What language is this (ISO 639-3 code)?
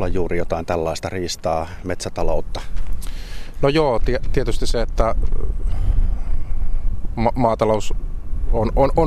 fin